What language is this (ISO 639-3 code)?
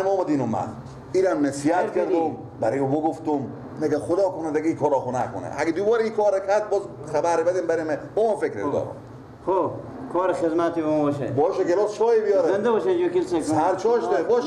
fas